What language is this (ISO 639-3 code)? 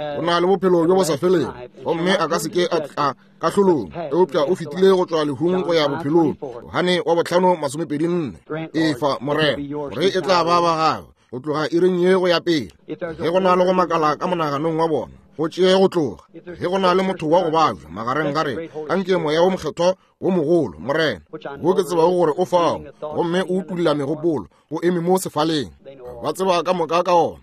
nso